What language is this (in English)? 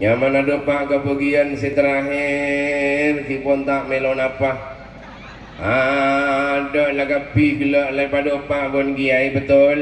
Madurese